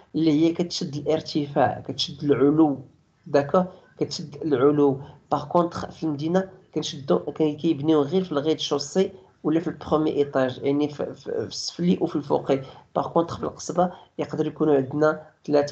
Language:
Moroccan Arabic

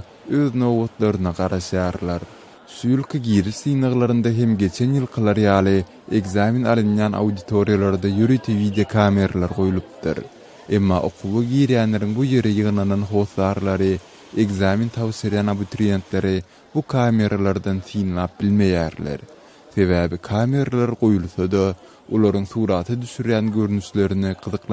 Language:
Turkmen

